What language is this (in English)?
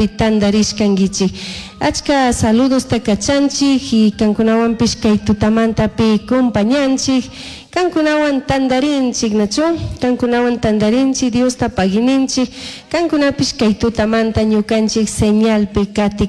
Chimborazo Highland Quichua